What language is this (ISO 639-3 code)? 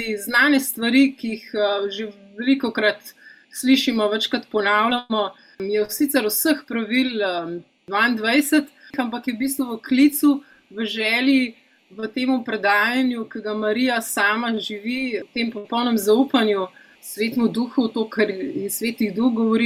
slv